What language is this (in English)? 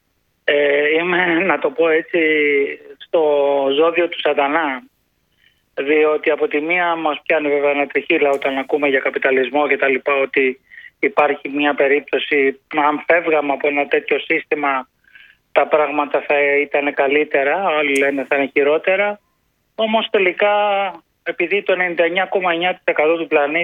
Greek